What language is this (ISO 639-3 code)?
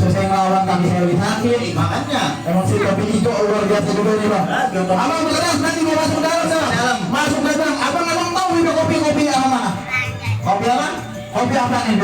bew